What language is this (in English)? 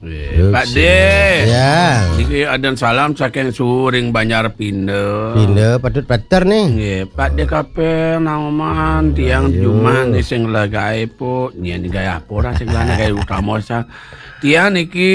Balinese